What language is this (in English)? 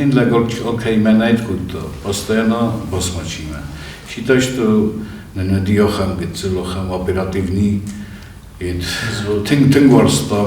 Ossetic